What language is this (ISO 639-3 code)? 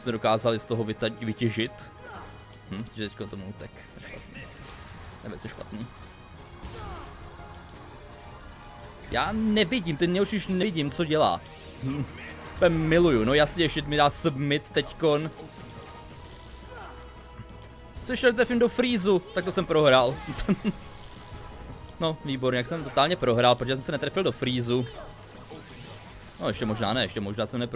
ces